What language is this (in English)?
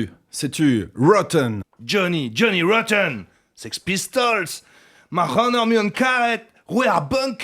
Breton